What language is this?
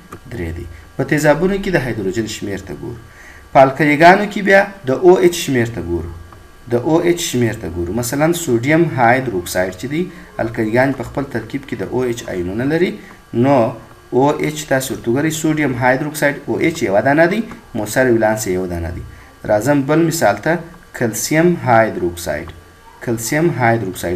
Pashto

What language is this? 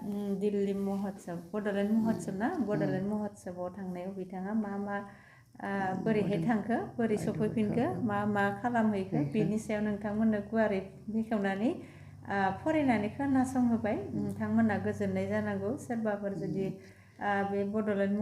Bodo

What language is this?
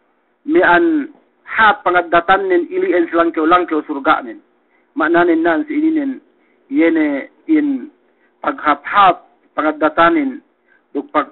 Yakan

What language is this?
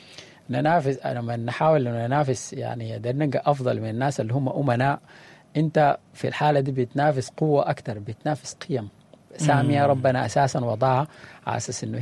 Sudanese Arabic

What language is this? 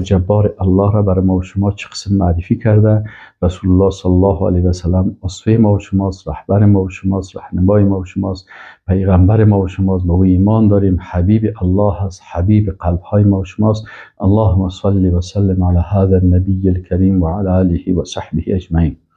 Persian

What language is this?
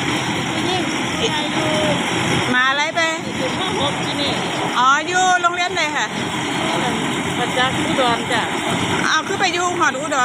Lao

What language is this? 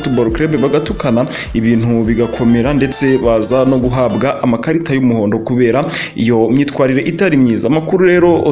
Kinyarwanda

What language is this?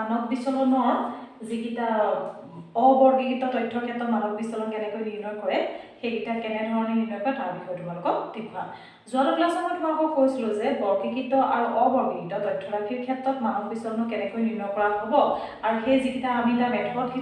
Assamese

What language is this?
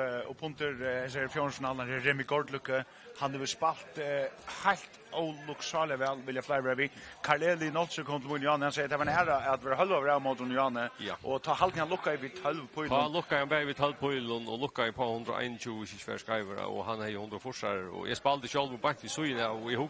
Faroese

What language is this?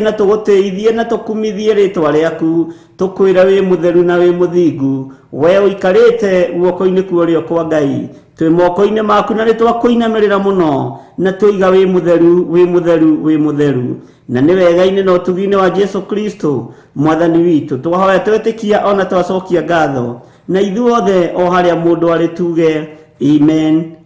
Kikuyu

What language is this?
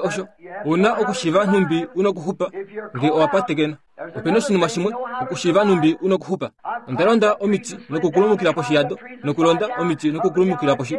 Kuanyama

